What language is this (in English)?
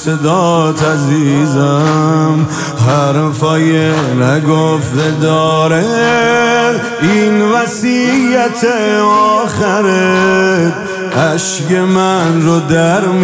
Persian